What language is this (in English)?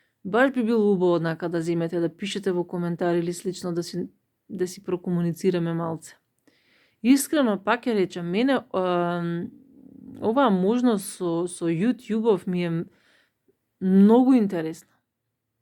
Macedonian